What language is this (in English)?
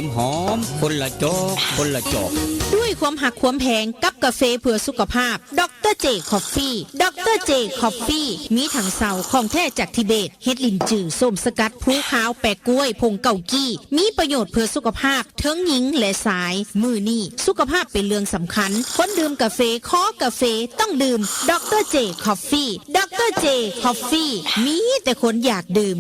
Northeastern Thai